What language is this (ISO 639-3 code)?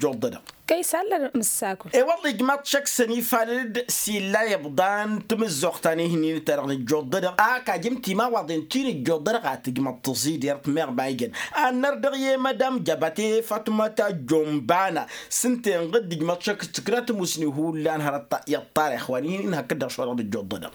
taq